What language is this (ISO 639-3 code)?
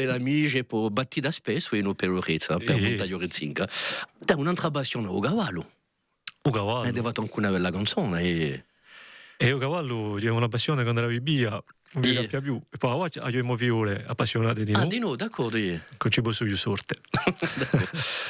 cos